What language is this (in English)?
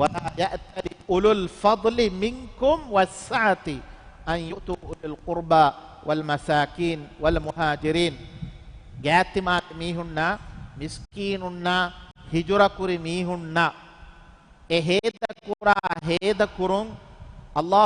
Divehi